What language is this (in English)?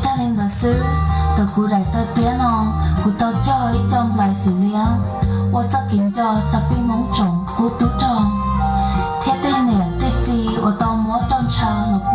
Hmong